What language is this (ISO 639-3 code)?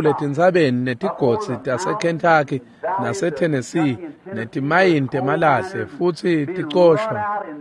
ssw